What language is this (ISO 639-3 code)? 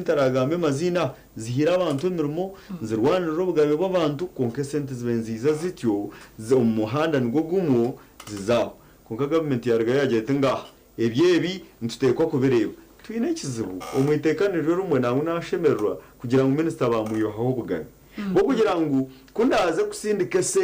nyn